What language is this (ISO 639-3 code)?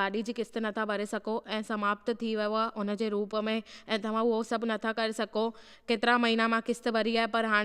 snd